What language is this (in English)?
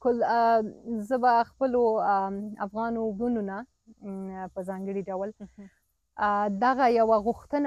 Pashto